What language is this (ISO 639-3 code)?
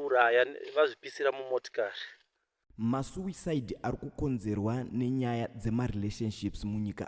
sna